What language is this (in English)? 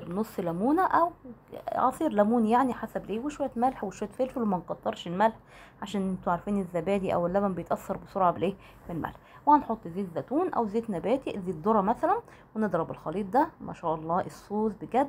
Egyptian Arabic